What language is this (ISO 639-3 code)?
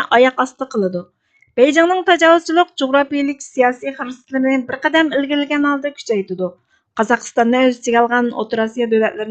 uig